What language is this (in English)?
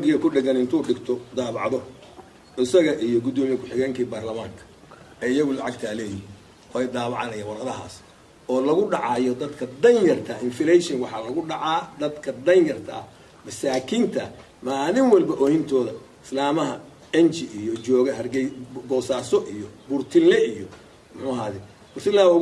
Somali